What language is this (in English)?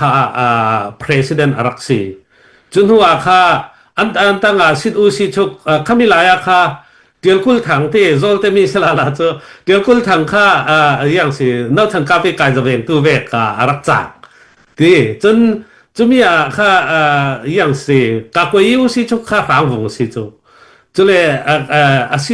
Hakha Chin